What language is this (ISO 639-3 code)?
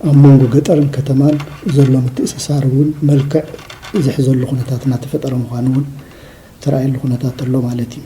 tir